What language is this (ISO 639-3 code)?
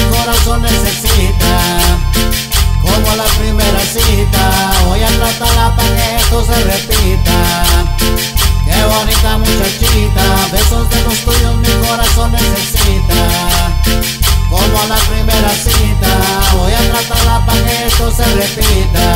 spa